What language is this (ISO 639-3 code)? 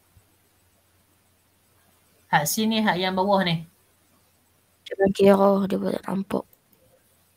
msa